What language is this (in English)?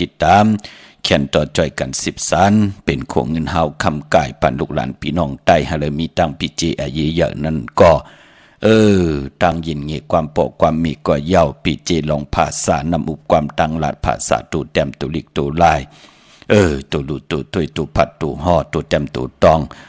Shan